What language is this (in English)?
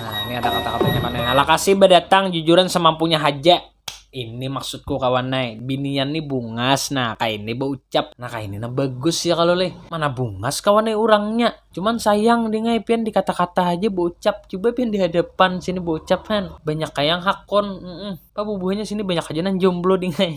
Banjar